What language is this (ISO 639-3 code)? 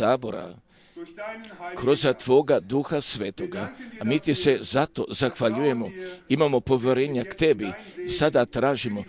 hrv